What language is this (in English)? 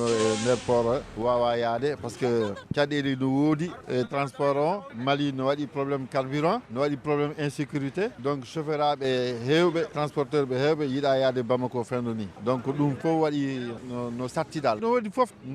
Fula